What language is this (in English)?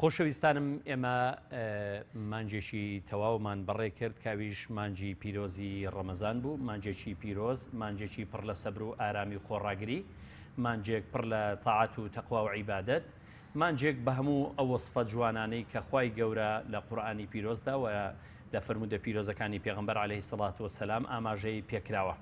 Central Kurdish